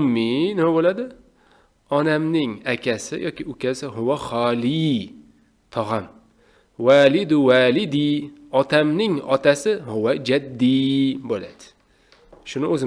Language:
Uzbek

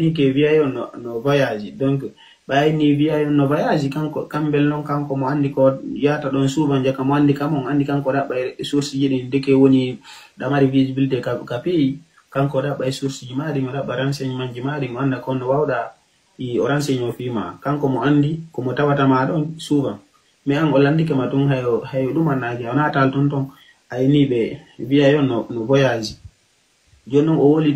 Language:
Fula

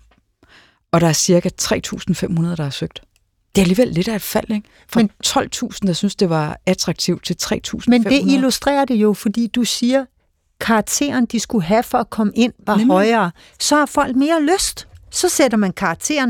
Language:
Danish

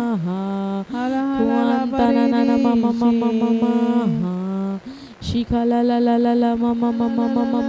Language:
Tem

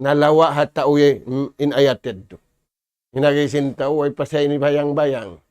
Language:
Tausug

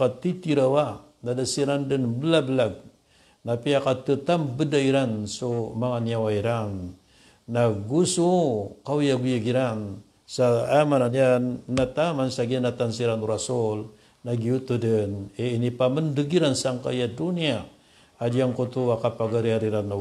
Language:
Maranao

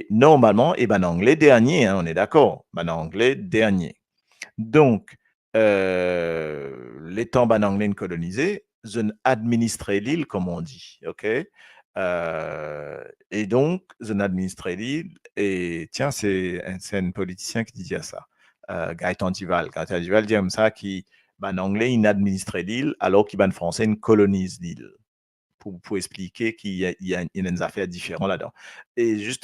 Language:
Morisyen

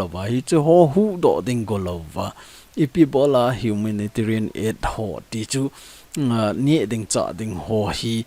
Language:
Thado Chin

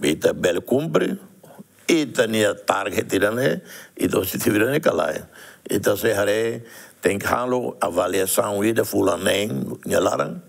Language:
Tetum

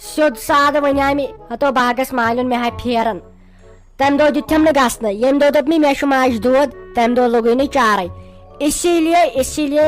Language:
Kashmiri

